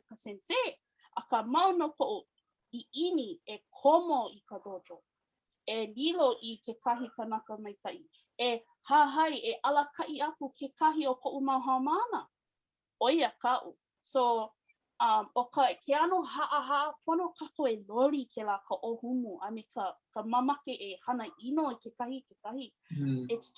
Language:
Hawaiian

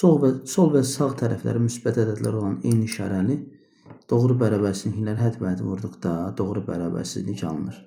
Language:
Azerbaijani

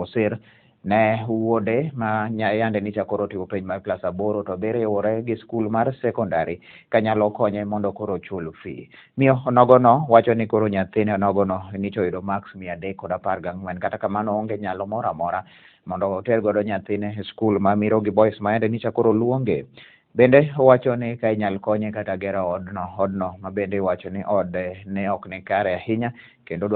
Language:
Luo (Kenya and Tanzania)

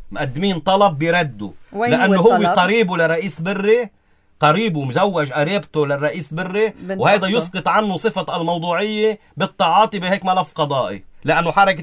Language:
North Levantine Arabic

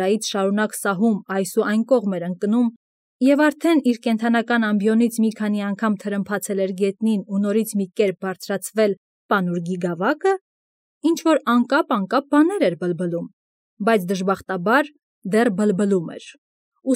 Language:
Armenian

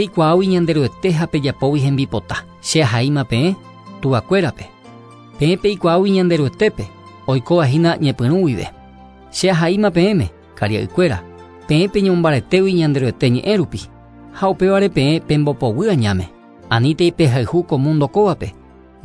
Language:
Guarani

